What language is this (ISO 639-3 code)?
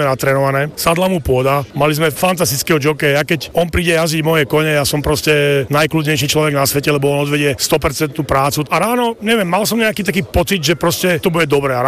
slk